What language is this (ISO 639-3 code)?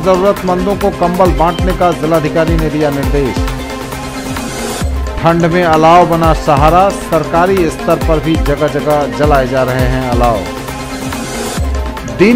hin